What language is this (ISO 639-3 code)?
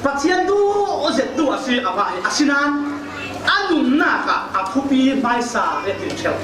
cfm